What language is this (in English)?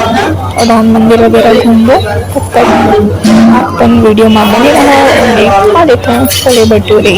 Chhattisgarhi